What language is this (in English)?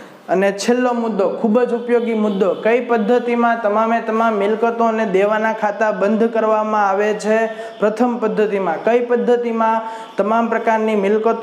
Gujarati